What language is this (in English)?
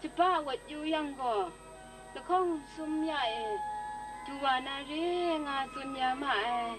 Kachin